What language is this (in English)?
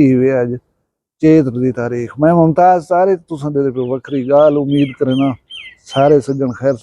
Saraiki